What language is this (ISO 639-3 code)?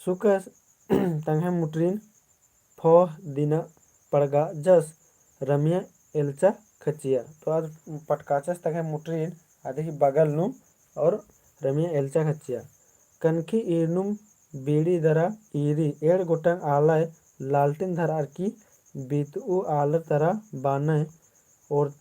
kru